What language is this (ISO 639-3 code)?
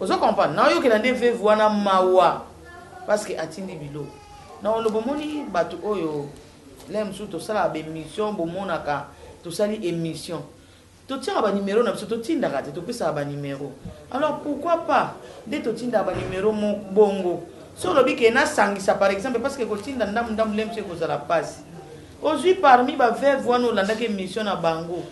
lin